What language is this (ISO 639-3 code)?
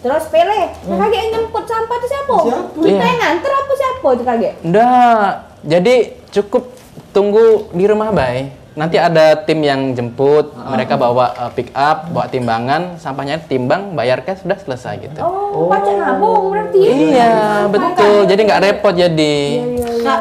mui